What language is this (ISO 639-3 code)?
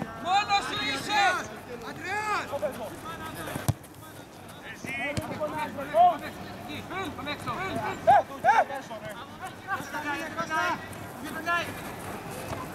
ell